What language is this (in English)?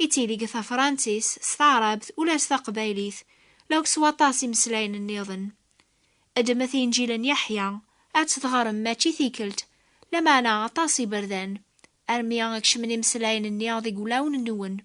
Kabyle